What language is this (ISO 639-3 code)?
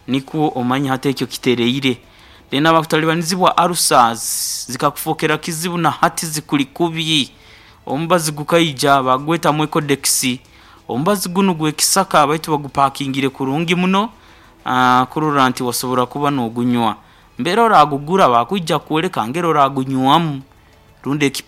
nyo